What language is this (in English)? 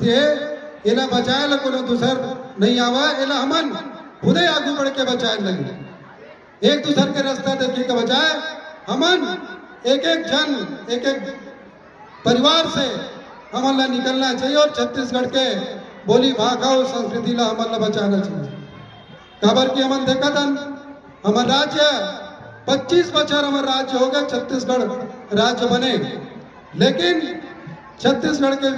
Chhattisgarhi